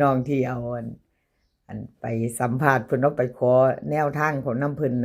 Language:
Northeastern Thai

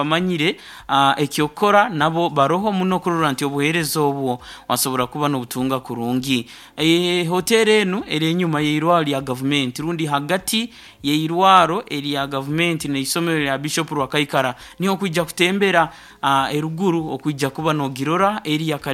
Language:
Nyankole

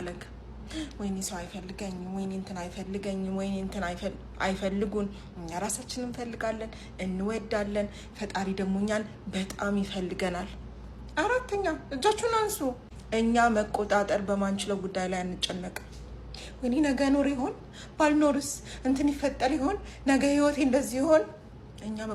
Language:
Amharic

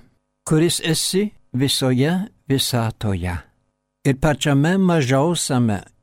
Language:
Lithuanian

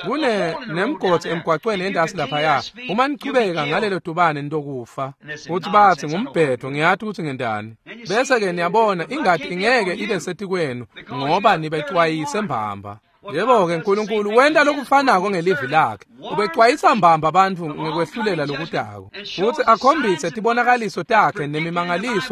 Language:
Swati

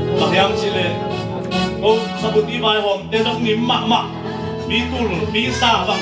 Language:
Tedim Chin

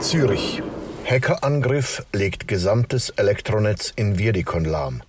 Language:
Swiss German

